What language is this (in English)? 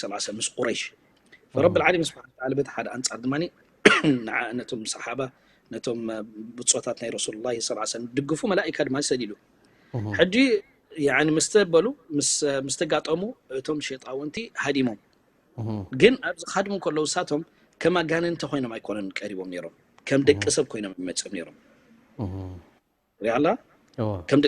Tigrinya